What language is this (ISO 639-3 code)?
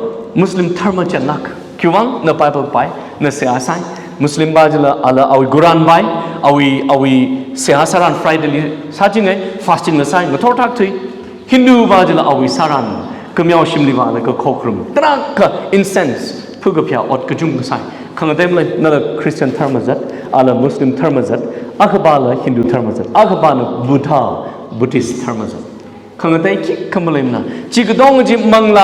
nmf